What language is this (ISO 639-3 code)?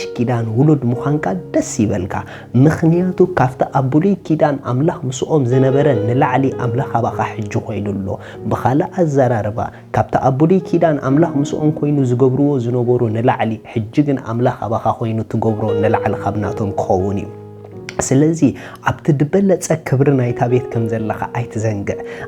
tir